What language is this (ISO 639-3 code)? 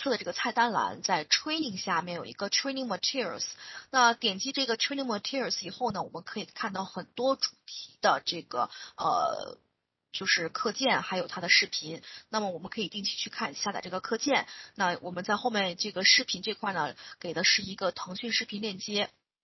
zho